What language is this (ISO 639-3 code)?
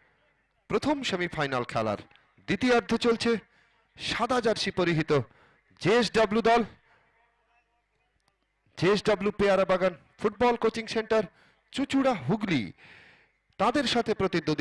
ben